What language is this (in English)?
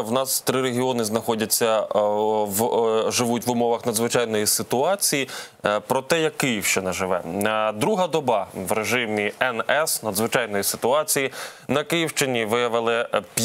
Ukrainian